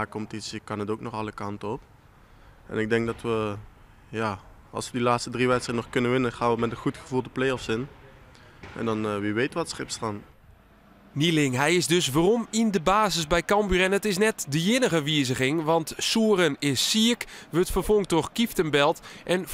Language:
Western Frisian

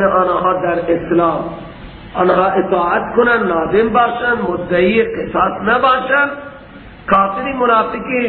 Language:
Persian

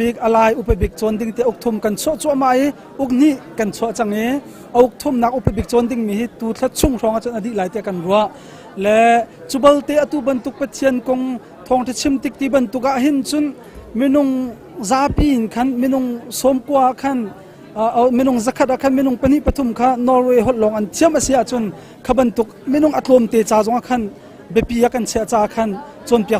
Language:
Hakha Chin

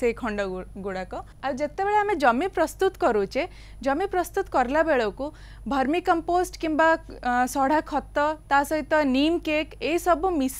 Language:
Odia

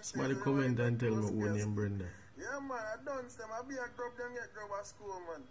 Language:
Jamaican Creole English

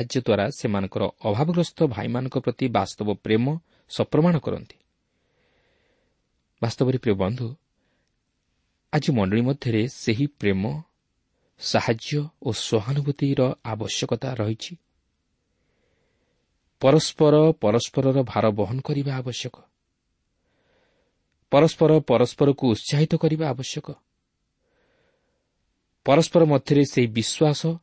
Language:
Odia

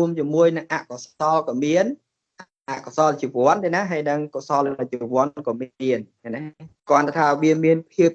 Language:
Khmer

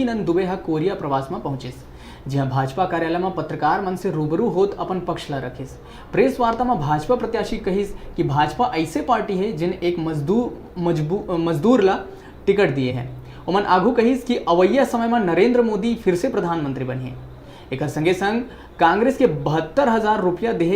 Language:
Chhattisgarhi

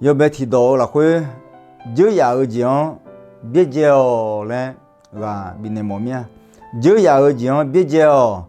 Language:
Akha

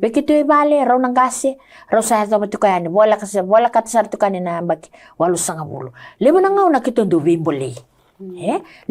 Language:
Fijian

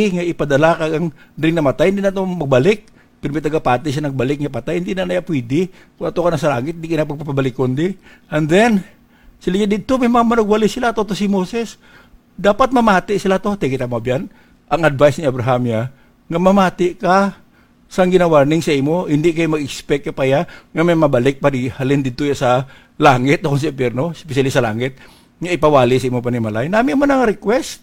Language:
Hiligaynon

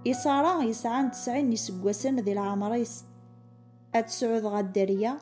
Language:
Kabyle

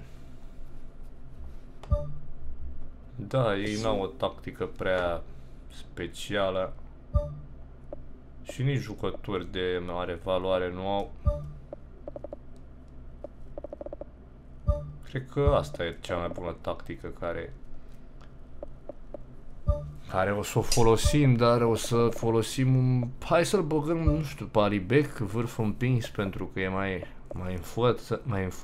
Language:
Romanian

